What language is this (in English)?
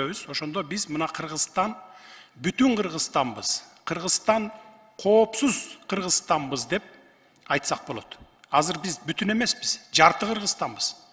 Kyrgyz